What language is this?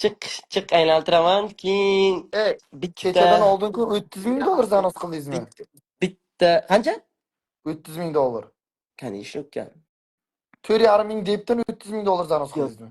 Uzbek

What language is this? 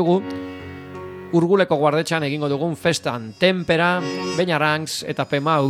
Basque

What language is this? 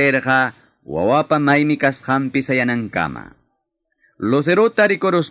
Quechua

